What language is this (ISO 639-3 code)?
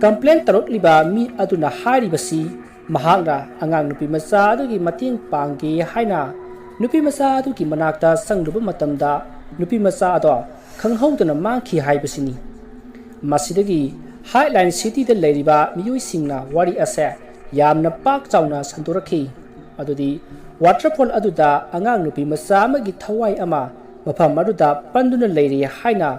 mni